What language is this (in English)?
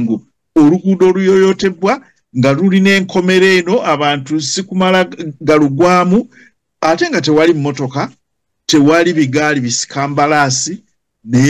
Ganda